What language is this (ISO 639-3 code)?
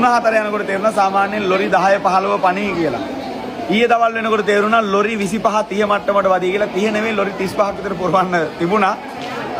sin